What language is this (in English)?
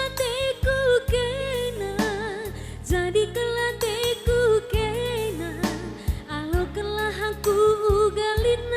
Batak Karo